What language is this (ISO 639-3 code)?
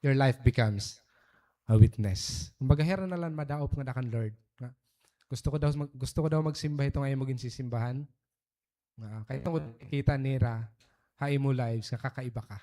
war